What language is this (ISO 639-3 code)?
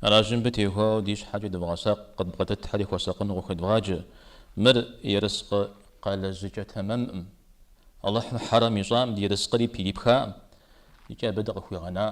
kbd